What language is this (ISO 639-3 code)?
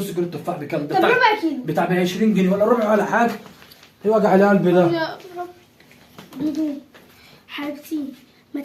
arz